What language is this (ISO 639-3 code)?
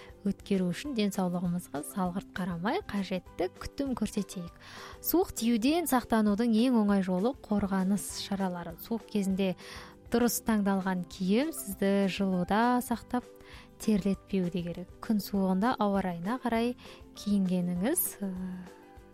kaz